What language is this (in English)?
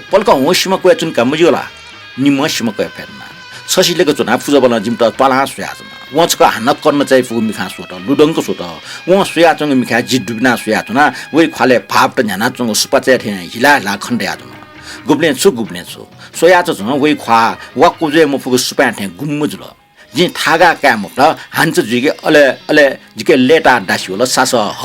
Newari